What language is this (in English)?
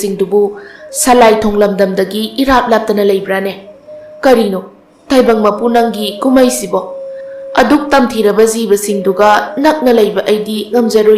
Manipuri